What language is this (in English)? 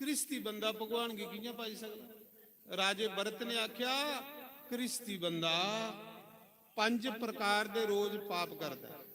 Dogri